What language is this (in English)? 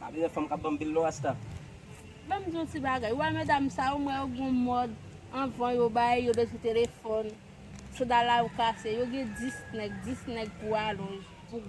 Haitian Creole